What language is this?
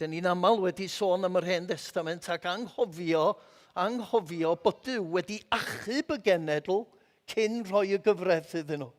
Welsh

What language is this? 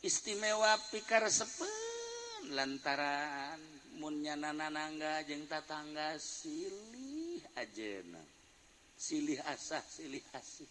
Sundanese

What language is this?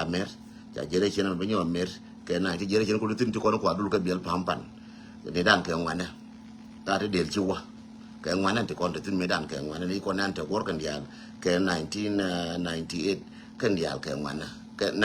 Nuer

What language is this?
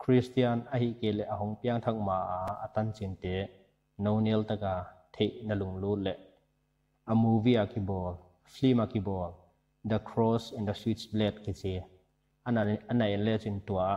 Paite Chin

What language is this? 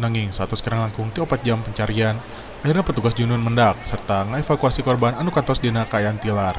Sundanese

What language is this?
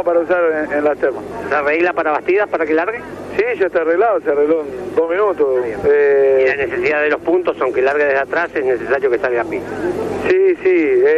Spanish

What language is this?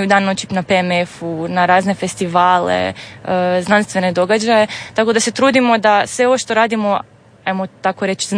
Croatian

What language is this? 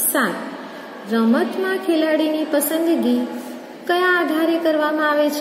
Gujarati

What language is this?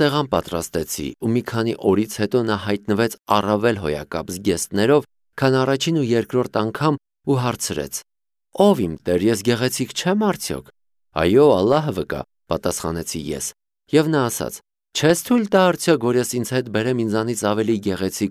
Armenian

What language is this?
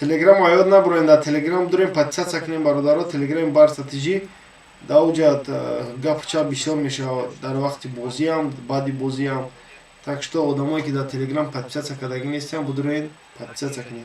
Tajik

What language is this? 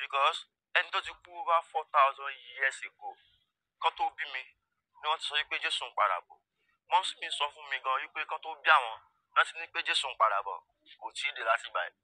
Yoruba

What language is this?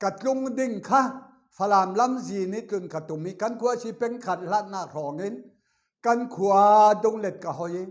Falam Chin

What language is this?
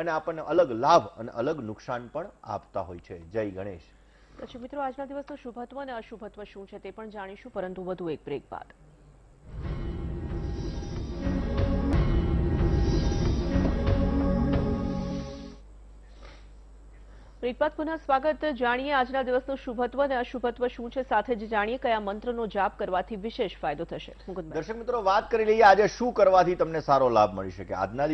Gujarati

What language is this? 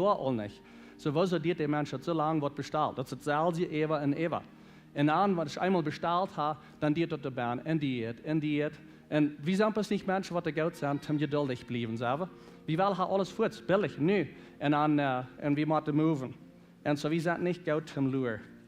Plautdietsch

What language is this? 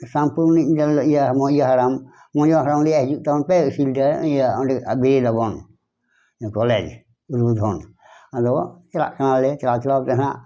Santali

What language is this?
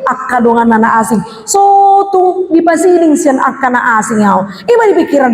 Batak Toba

